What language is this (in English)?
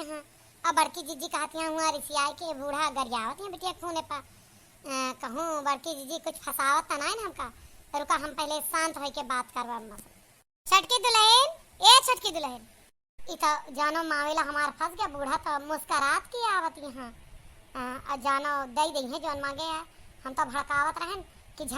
Awadhi